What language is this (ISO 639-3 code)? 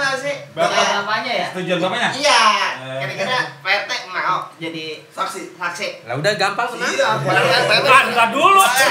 bew